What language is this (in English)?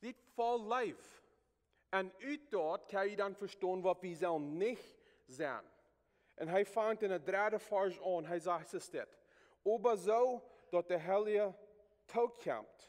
Plautdietsch